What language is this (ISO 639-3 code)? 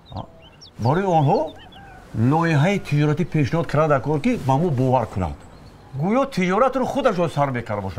tgk